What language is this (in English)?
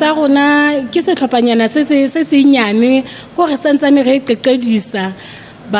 Tswana